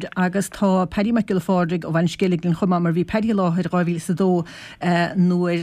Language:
Irish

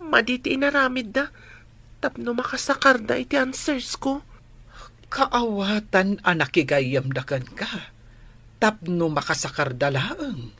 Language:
Iloko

